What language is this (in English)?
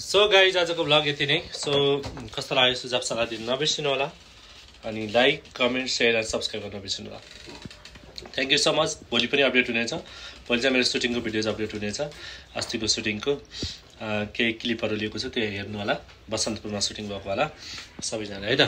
Nepali